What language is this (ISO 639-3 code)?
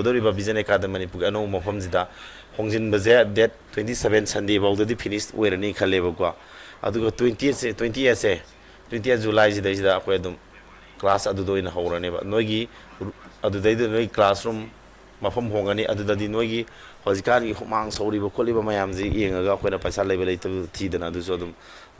mni